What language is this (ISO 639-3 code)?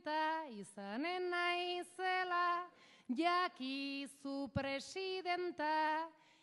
eus